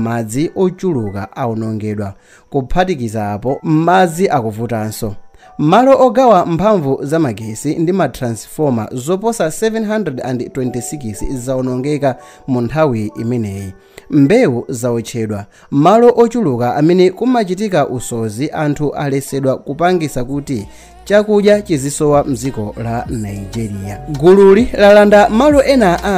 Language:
Nyanja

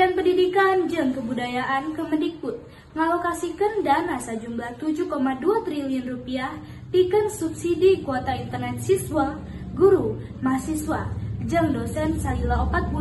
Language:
Sundanese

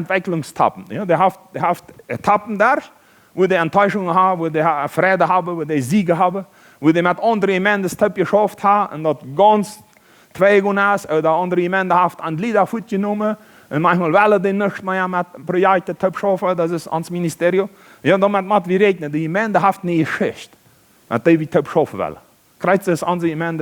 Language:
Plautdietsch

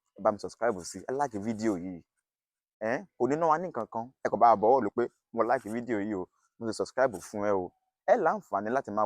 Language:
Yoruba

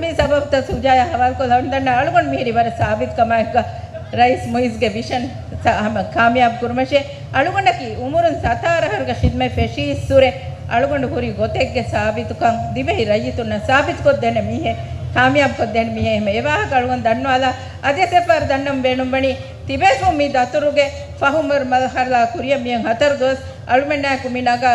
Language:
Divehi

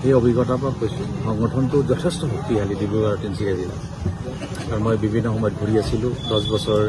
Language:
Assamese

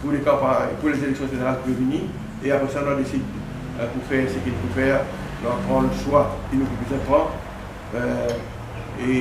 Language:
Morisyen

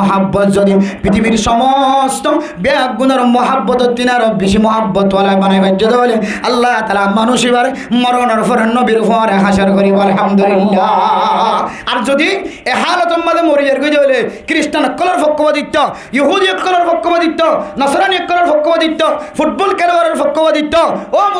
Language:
Rohingya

